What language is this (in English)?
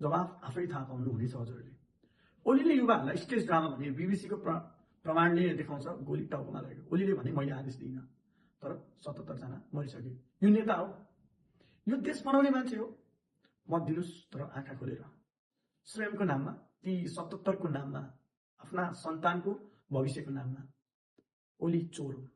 Nepali